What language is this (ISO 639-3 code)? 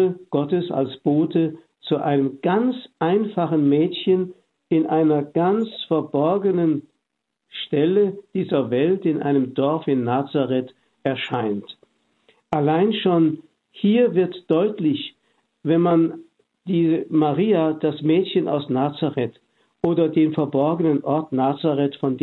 deu